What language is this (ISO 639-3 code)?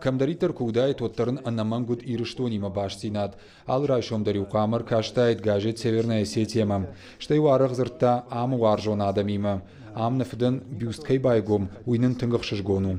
oss